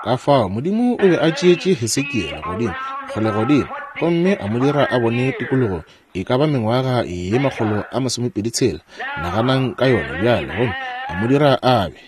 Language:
Northern Sotho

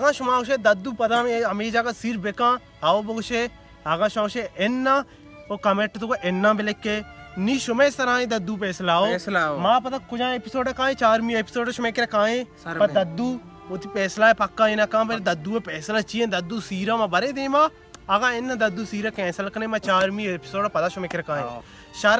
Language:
Baluchi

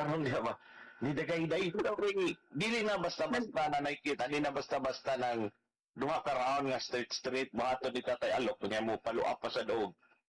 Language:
Cebuano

